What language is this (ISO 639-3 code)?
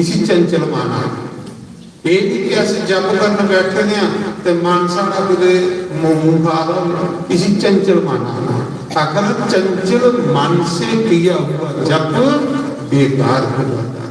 doi